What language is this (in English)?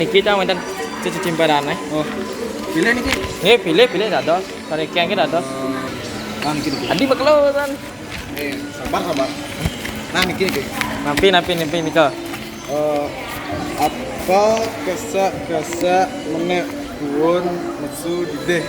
Balinese